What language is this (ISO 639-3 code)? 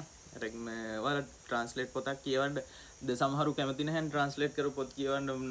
sin